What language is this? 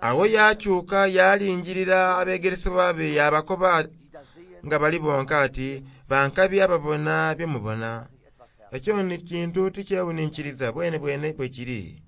Soga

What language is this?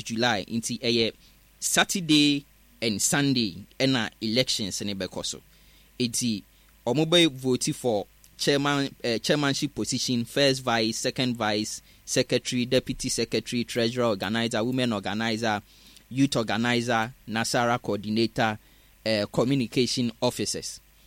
Akan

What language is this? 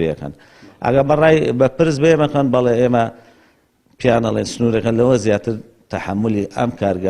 Central Kurdish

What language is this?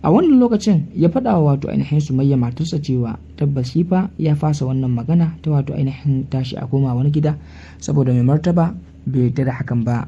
Hausa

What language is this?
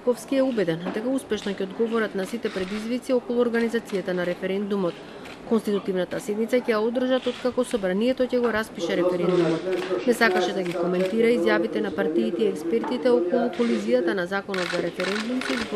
Macedonian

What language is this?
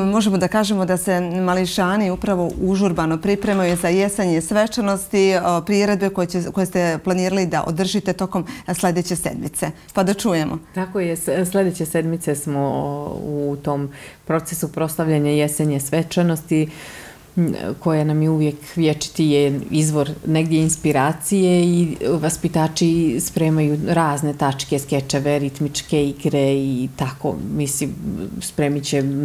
Bosnian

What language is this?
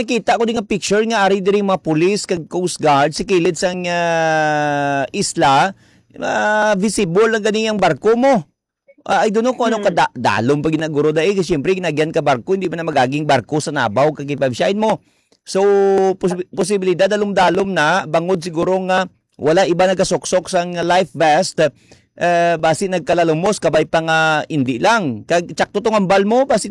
Hiligaynon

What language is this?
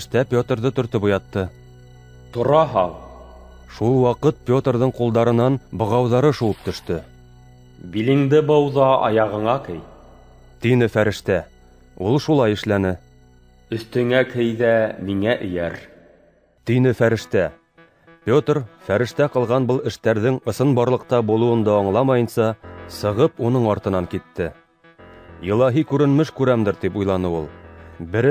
Bashkir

